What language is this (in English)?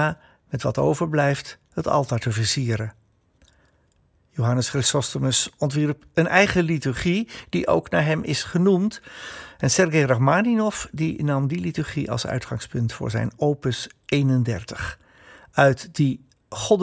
Dutch